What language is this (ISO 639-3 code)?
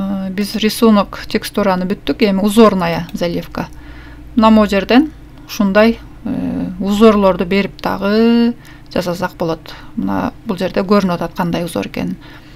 kir